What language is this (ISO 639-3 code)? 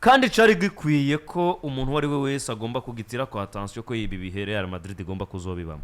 run